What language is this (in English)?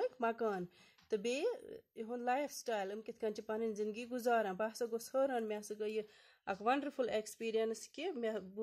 Kashmiri